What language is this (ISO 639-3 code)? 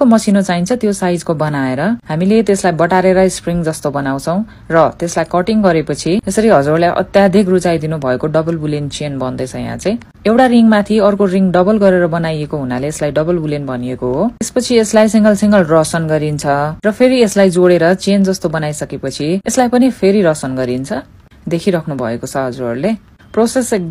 nep